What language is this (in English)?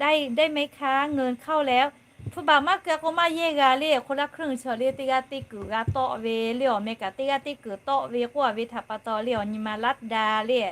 Lahu